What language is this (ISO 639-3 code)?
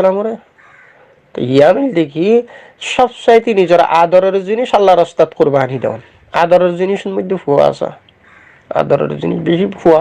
rhg